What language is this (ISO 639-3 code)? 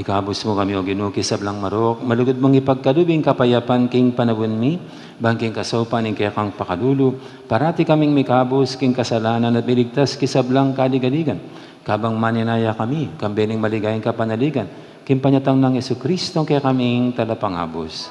pam